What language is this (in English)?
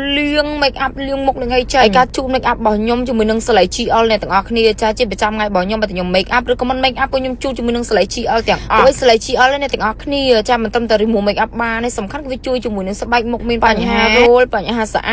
Khmer